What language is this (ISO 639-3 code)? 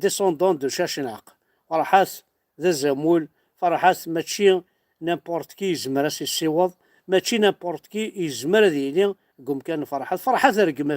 kab